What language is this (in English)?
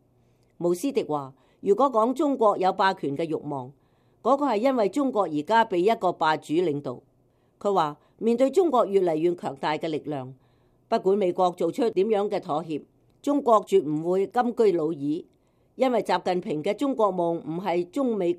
Cantonese